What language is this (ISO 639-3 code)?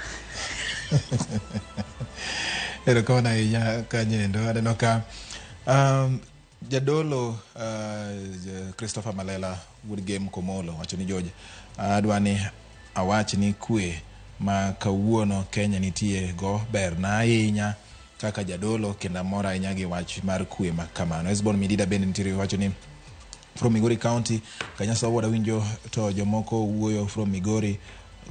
luo